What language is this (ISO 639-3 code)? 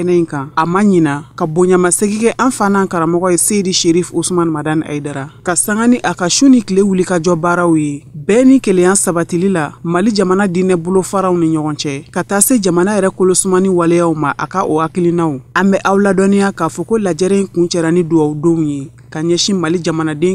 bam